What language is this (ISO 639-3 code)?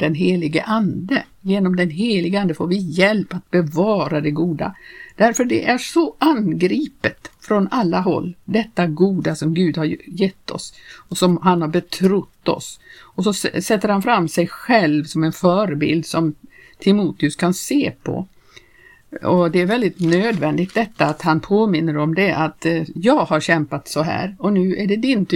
swe